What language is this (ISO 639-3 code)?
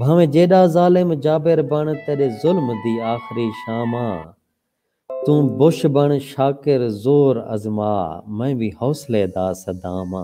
skr